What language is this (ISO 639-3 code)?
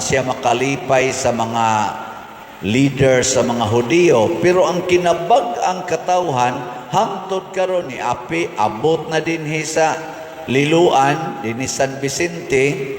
ceb